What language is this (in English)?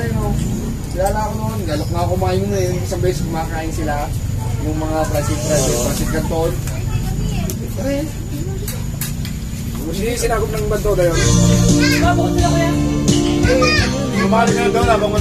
Filipino